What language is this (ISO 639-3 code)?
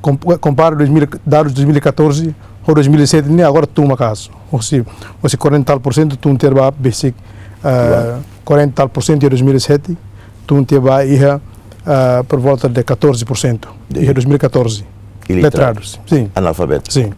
tet